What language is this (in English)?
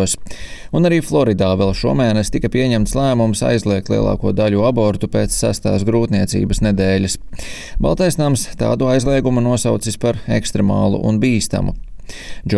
Latvian